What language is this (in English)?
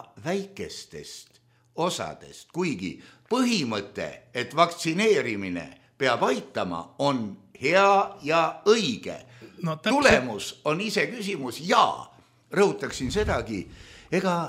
Estonian